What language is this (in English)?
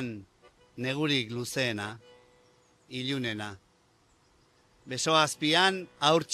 Basque